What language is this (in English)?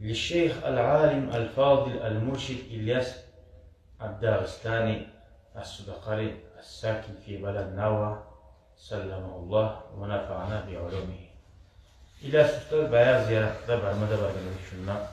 Kumyk